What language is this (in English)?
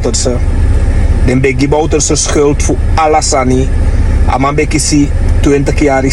Sranan Tongo